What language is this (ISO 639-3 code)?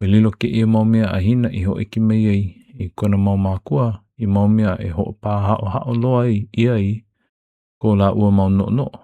haw